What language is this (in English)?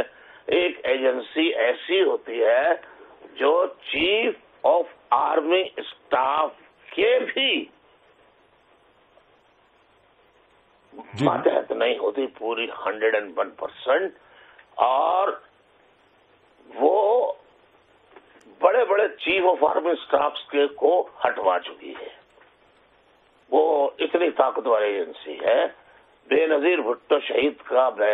Urdu